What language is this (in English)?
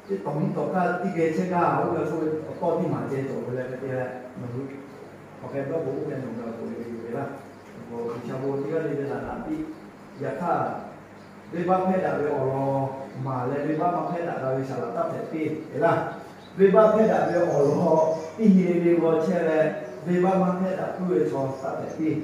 Lahu